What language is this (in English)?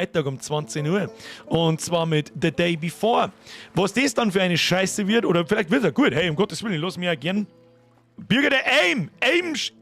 Bavarian